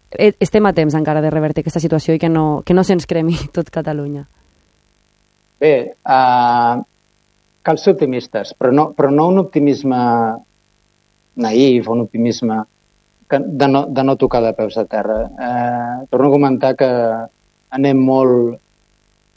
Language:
Catalan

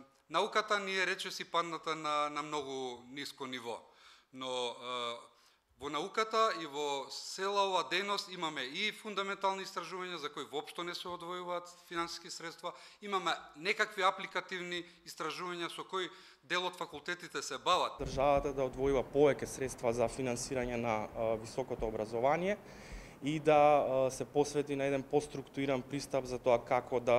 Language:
Macedonian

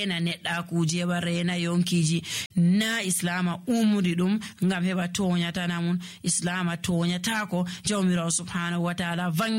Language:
Nigerian Fulfulde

